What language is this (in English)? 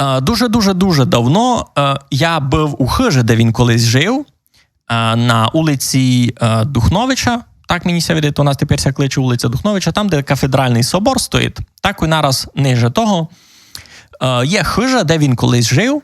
Rusyn